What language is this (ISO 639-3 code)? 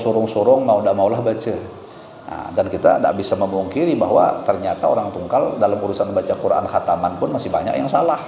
bjn